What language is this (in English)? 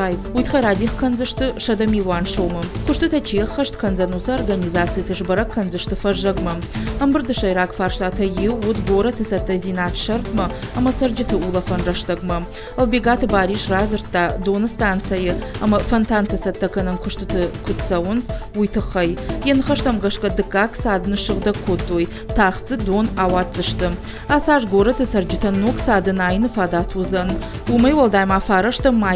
Ossetic